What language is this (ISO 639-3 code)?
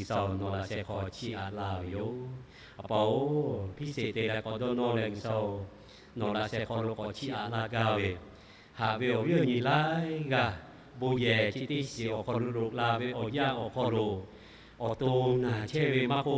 lhu